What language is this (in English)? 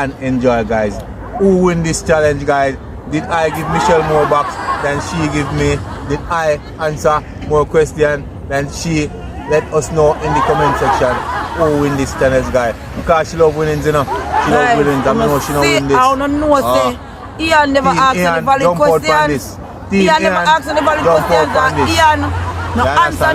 Jamaican Creole English